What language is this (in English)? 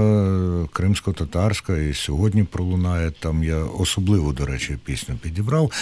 Ukrainian